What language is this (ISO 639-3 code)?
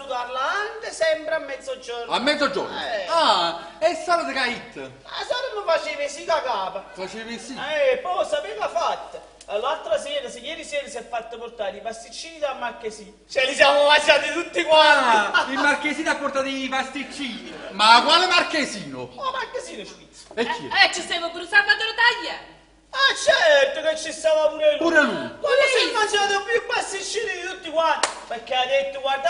nap